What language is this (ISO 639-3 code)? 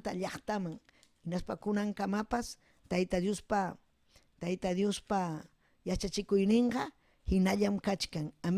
quy